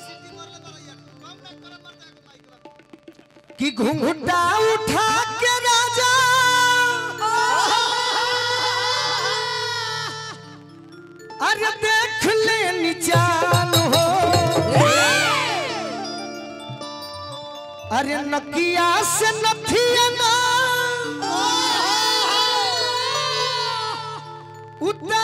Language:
Bhojpuri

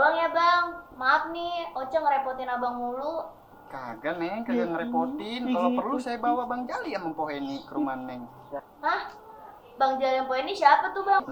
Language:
Betawi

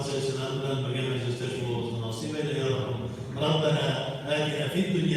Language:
Tatar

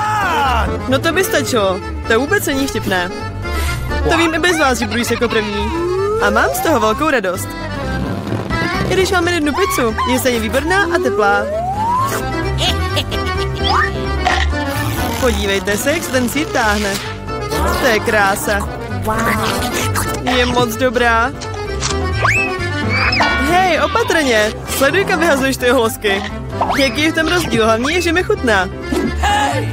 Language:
Czech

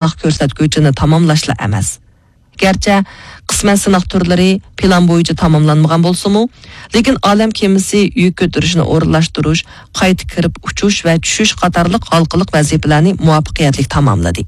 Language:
Uyghur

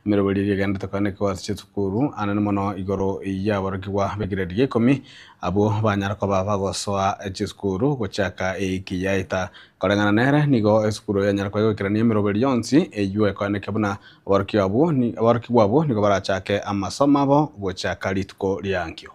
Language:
Gusii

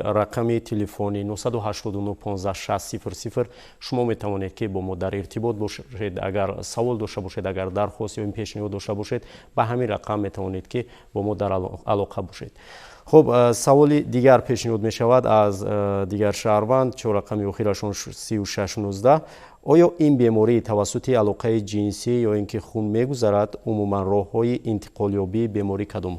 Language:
Tajik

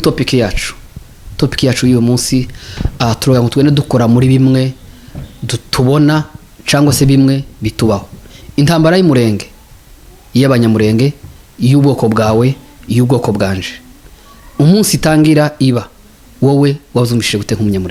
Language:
Kinyarwanda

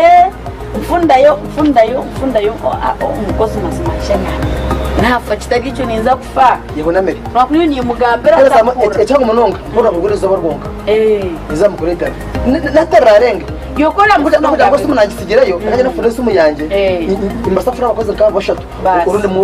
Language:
Nyankole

